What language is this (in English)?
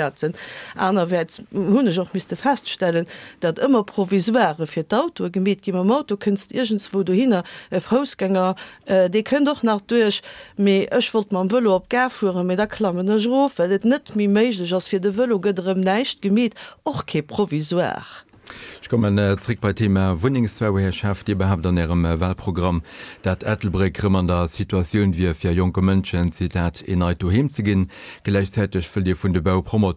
Luxembourgish